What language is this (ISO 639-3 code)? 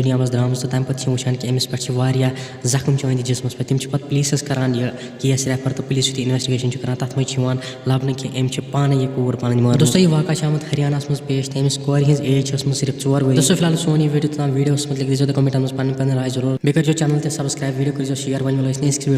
kas